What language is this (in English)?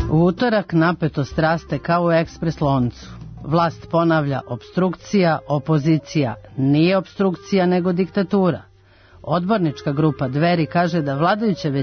Serbian